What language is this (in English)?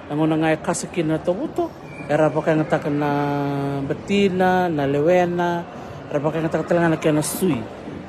Fijian